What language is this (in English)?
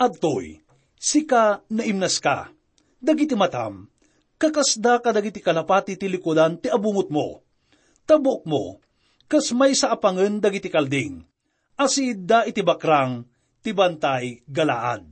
Iloko